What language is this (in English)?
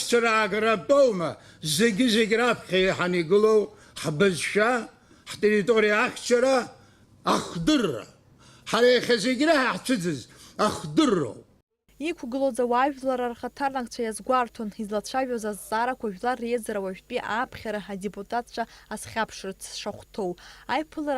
Abkhazian